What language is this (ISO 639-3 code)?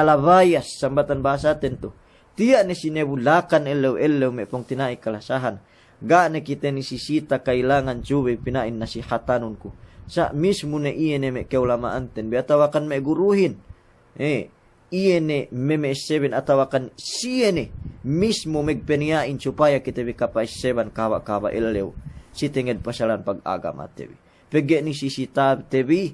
yka